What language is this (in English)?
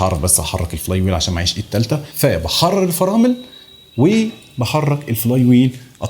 Egyptian Arabic